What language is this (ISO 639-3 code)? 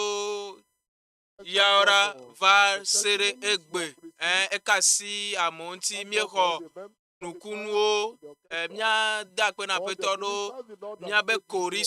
ewe